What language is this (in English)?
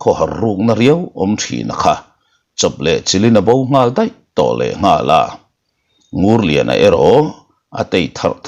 Mizo